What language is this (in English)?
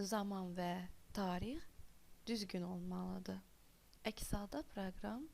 Azerbaijani